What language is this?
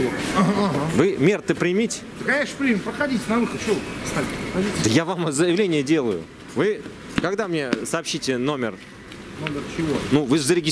Russian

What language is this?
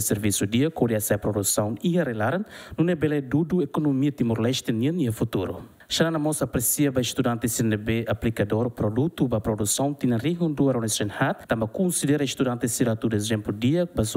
Tetum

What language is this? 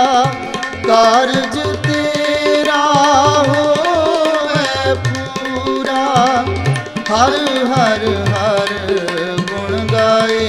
Punjabi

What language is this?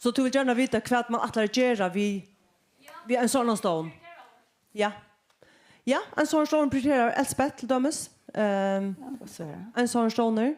Faroese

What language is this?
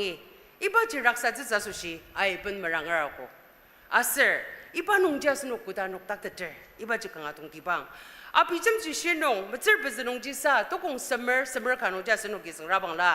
Ao Naga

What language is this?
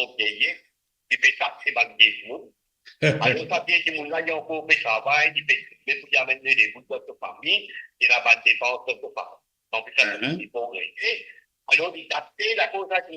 Morisyen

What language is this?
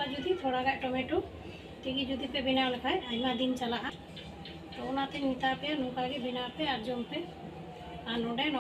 Santali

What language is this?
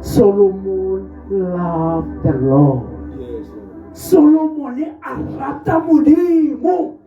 Tswana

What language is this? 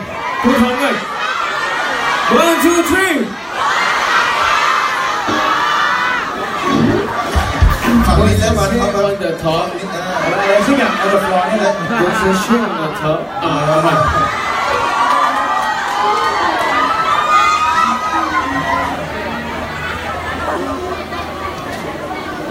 Thai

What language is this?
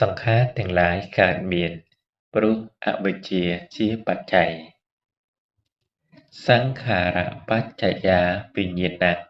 Khmer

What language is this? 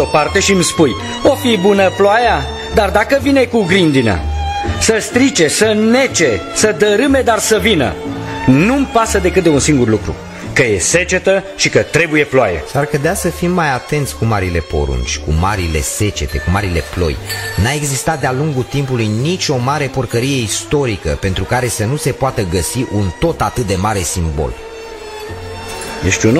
Romanian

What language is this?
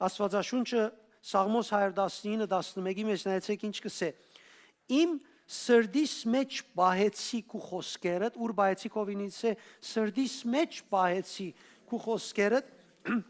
Western Armenian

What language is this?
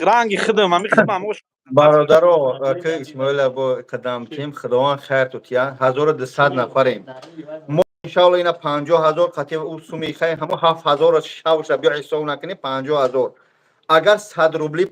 Tajik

